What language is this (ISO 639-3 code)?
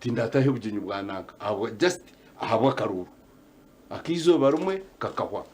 nyn